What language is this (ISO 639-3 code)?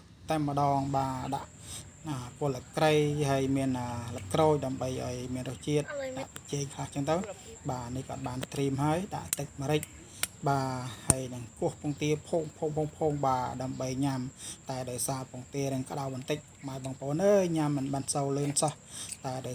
khm